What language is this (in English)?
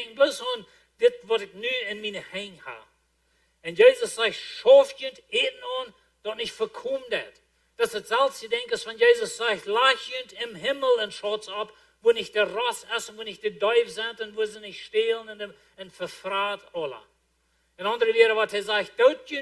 Plautdietsch